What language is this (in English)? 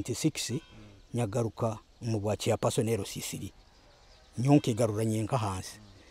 Nyoro